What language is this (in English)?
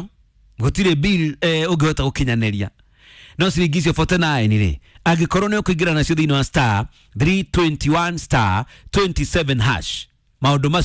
Kikuyu